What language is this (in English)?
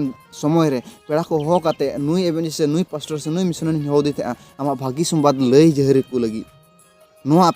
Santali